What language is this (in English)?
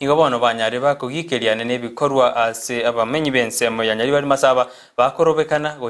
Gusii